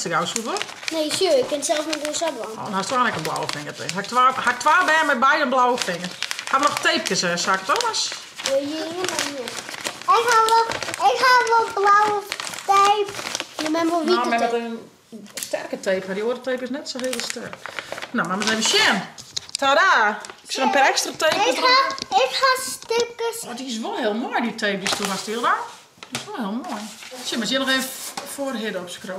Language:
Western Frisian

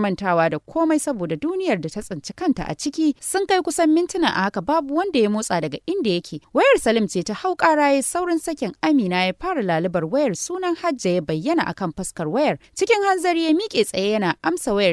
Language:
Hausa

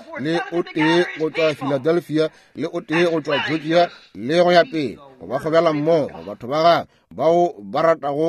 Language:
Northern Sotho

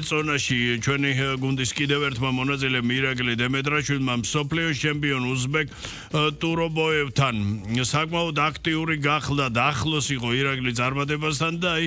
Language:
Georgian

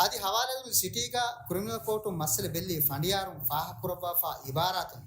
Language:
Divehi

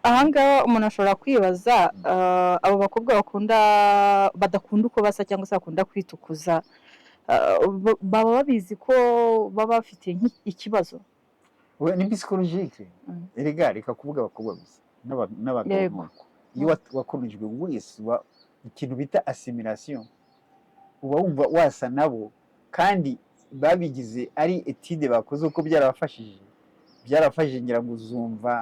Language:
Kinyarwanda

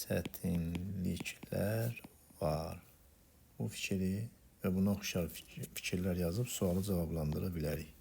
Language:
Azerbaijani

